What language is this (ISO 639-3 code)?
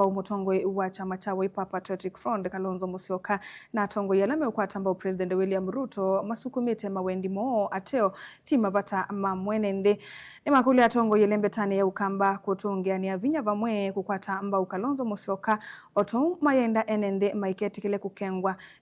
kam